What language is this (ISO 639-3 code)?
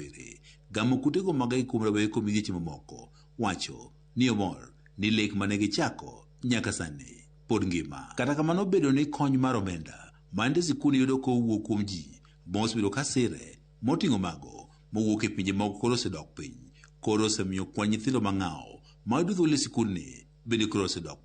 luo